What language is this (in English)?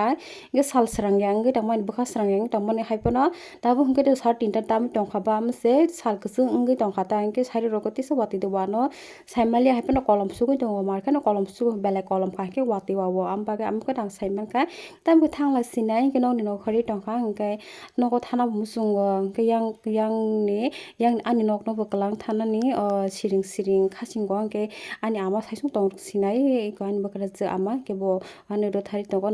Kok Borok